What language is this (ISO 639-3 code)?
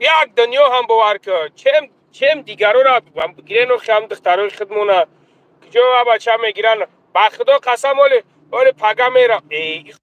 tgk